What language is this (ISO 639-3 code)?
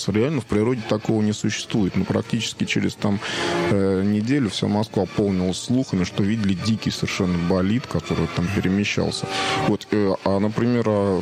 rus